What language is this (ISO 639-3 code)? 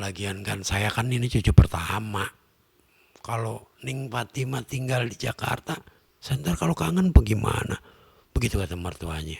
bew